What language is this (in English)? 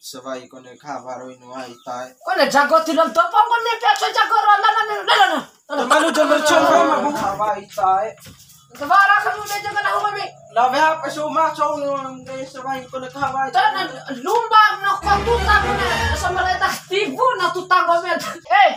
Bima